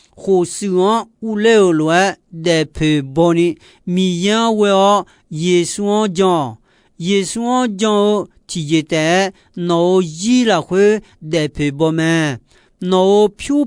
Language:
Akha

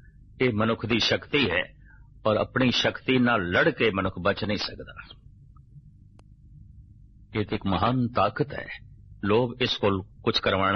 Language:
Punjabi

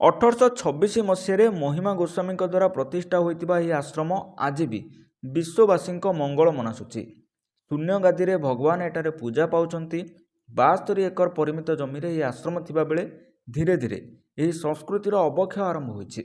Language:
Odia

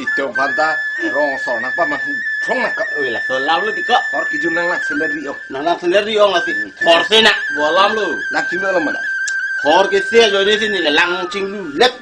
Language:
Karbi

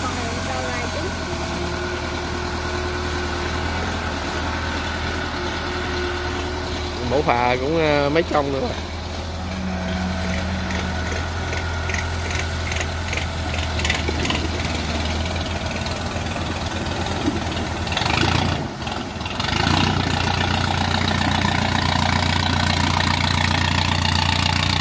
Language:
Vietnamese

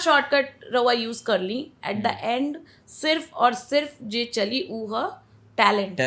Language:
Bhojpuri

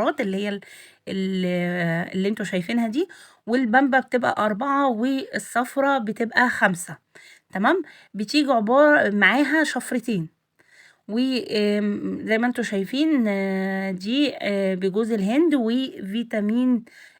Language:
Egyptian Arabic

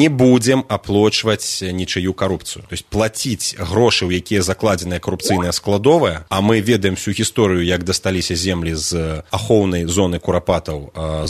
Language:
Belarusian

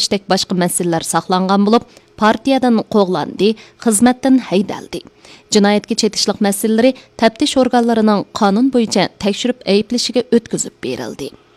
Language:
Uyghur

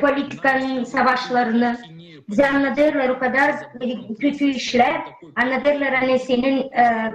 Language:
Gagauz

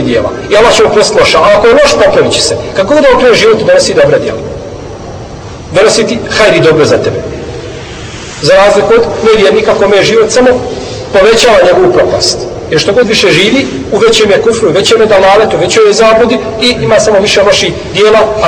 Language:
Bosnian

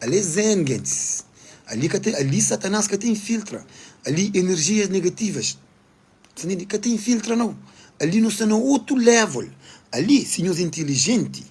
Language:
Kabuverdianu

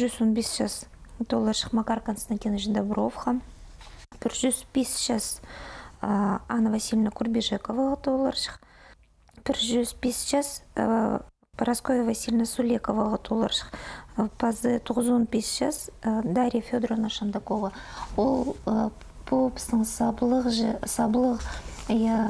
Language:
Khakas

